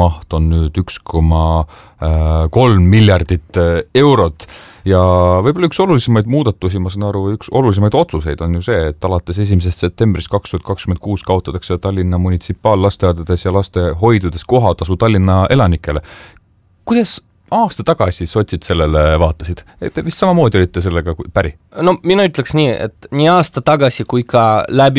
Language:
Estonian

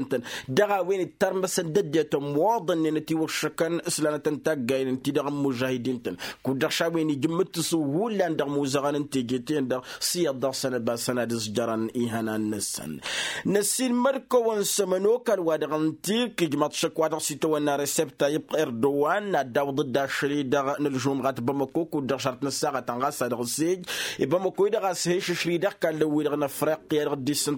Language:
Tamasheq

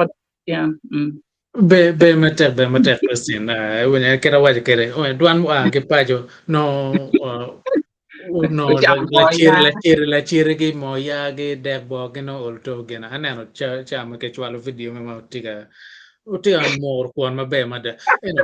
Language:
Acoli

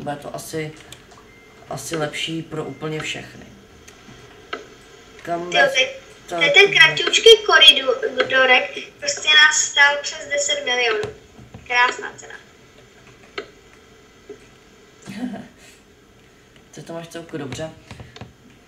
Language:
Czech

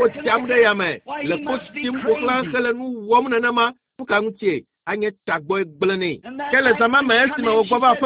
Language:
Ewe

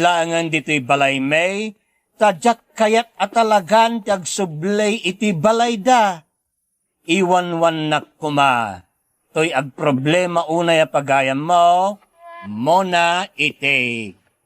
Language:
Iloko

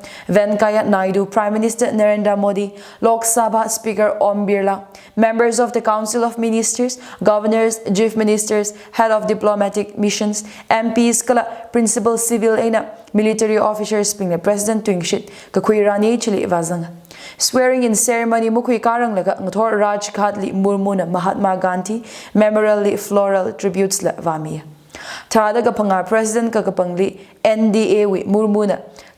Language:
Tangkhul Naga (India)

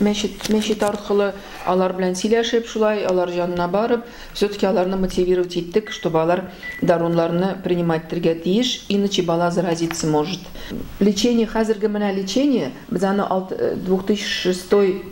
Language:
Tatar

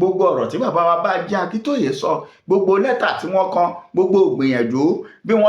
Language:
Yoruba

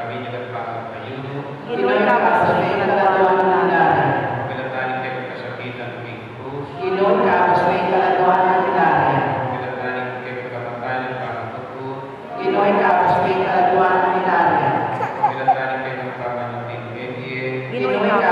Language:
Pampanga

